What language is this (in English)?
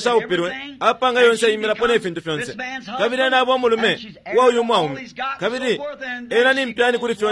Bemba